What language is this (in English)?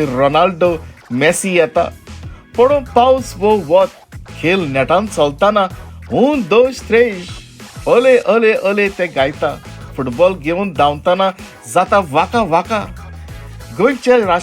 Konkani